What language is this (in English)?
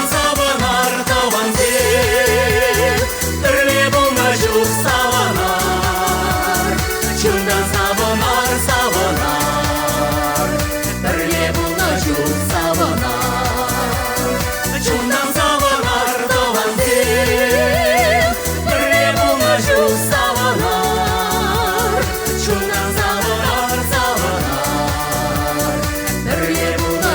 Chuvash